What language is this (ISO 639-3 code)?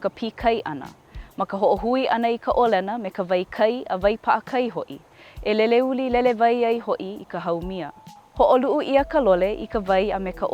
haw